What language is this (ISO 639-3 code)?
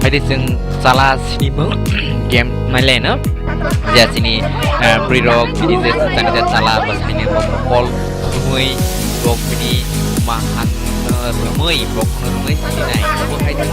trp